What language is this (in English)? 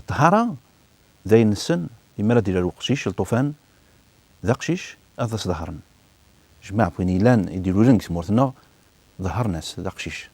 Kabyle